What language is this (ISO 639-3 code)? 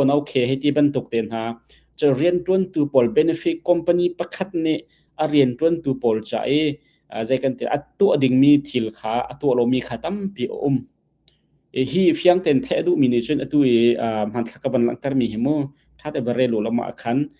cnh